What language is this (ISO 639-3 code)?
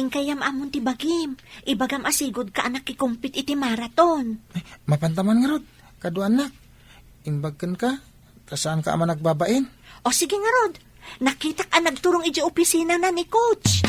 ilo